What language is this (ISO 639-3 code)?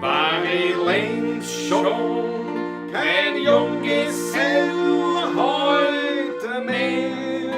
bar